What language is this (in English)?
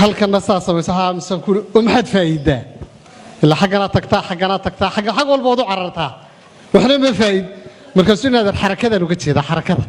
Somali